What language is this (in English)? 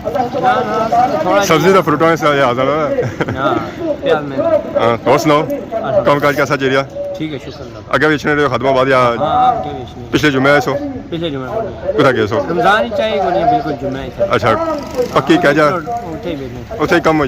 Pahari-Potwari